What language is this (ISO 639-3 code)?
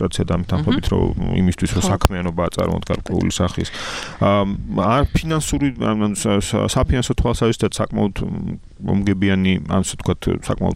kat